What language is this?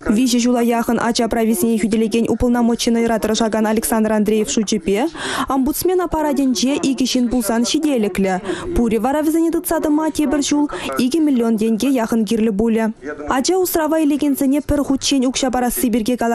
Chuvash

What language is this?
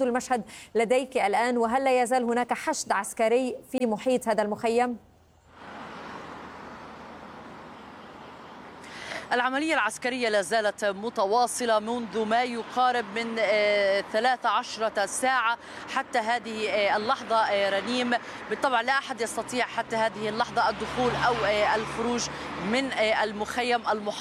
Arabic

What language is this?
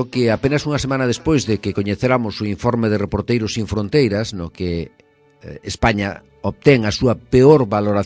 Galician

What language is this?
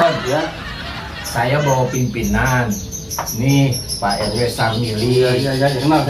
Betawi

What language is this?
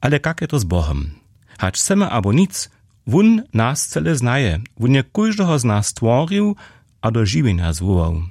Upper Sorbian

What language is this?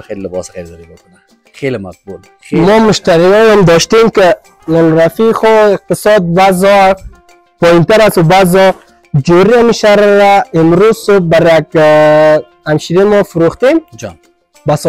Persian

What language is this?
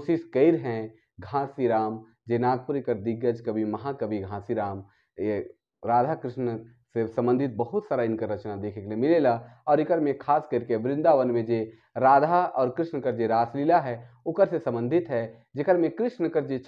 Sadri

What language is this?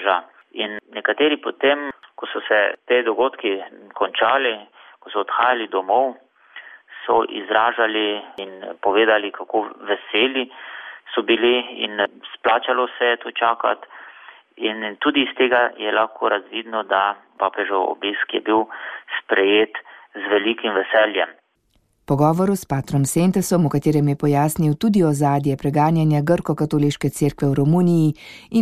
Slovenian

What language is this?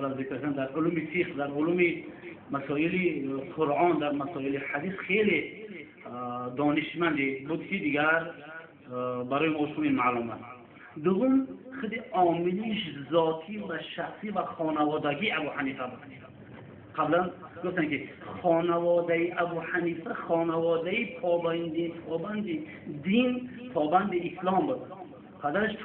Tajik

